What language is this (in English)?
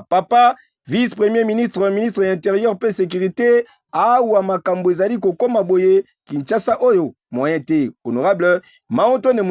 Lingala